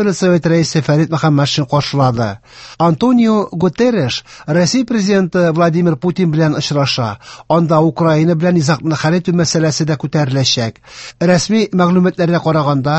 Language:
Tatar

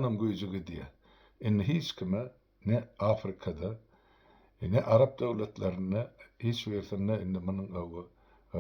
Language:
Turkmen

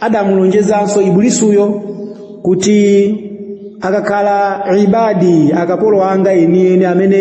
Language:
Nyanja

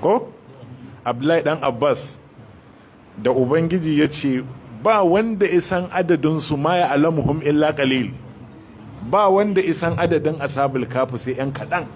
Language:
Hausa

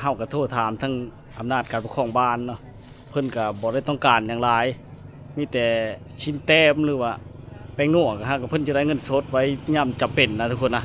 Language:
Lao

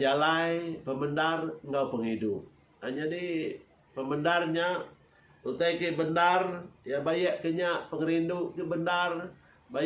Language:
Iban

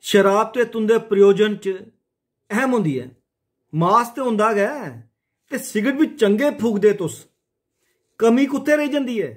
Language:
Dogri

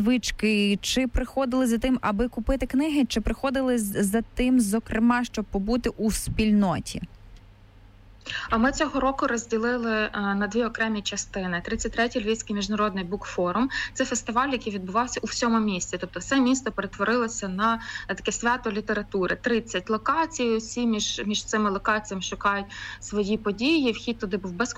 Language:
Ukrainian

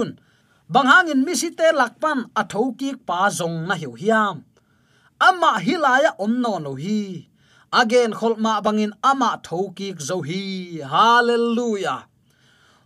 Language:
Tedim Chin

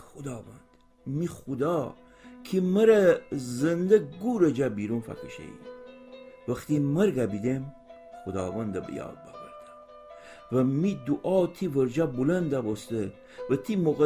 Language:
Gilaki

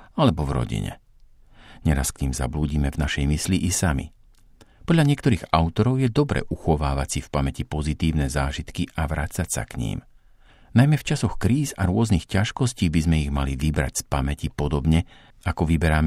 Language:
Slovak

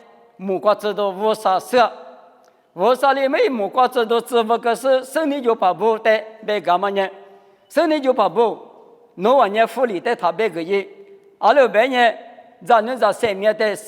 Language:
Lisu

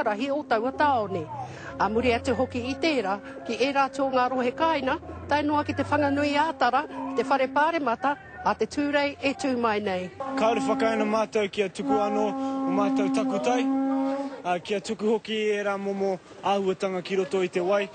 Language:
Māori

